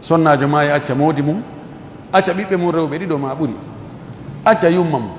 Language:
Fula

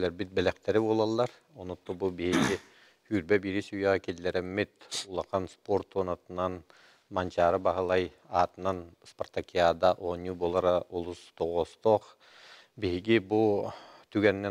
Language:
Yakut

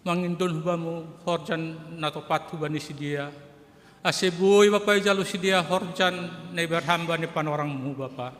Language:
Batak Simalungun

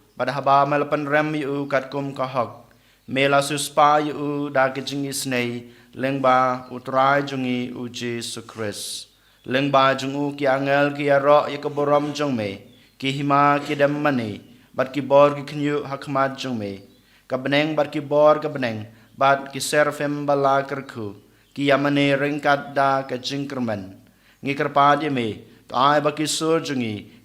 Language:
Khasi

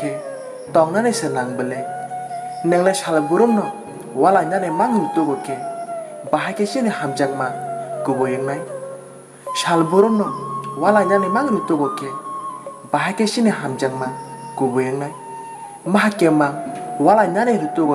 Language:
Kok Borok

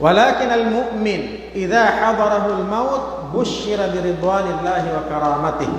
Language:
Tausug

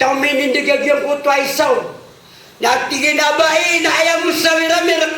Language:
Maranao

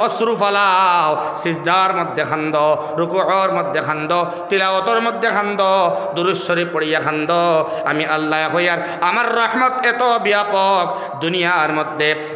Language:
Sylheti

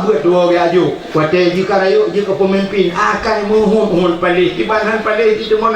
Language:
Achinese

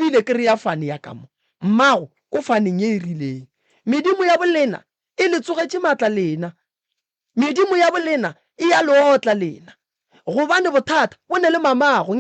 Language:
Northern Sotho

